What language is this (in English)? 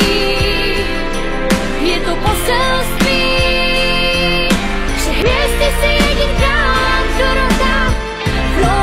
Czech